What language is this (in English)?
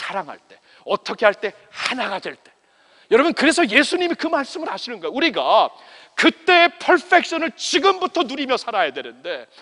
Korean